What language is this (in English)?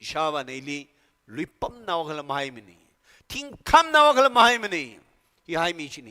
Tangkhul Naga (India)